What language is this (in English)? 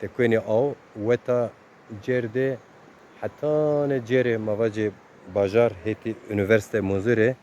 Zaza